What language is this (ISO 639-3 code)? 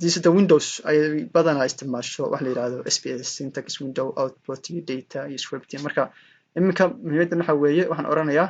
som